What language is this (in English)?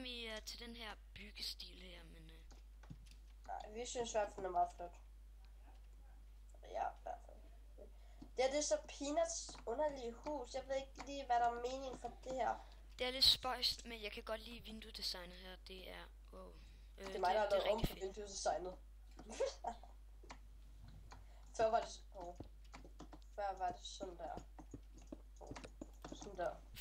Danish